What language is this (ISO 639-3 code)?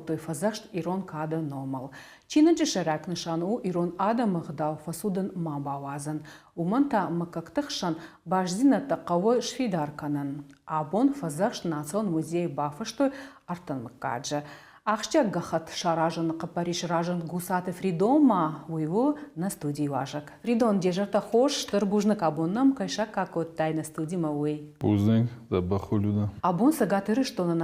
oss